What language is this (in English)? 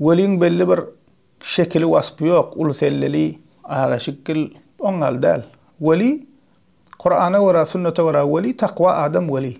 Turkmen